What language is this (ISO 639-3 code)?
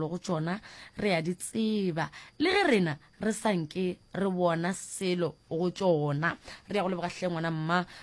nso